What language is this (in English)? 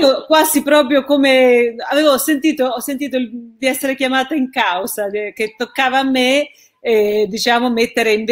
Italian